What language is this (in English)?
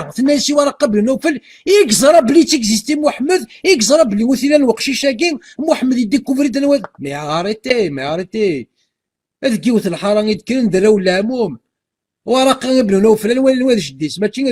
Kabyle